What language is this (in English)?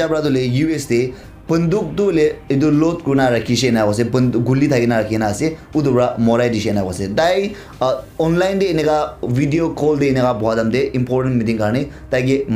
Naga Pidgin